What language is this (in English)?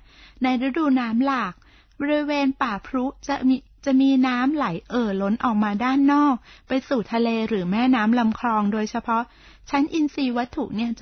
Thai